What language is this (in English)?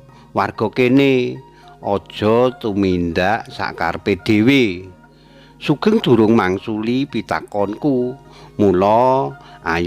Javanese